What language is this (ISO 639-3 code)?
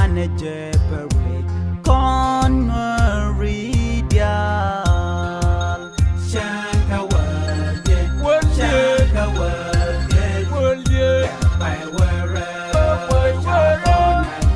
nus